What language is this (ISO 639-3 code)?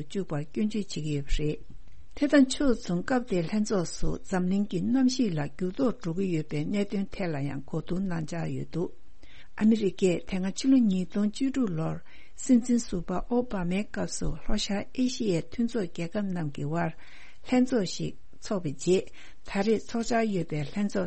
bod